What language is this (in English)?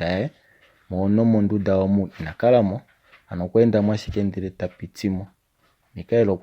Kuanyama